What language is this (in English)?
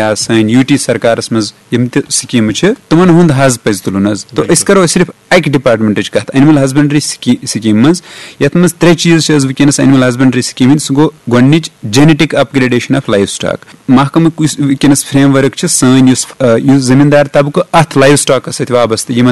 Kashmiri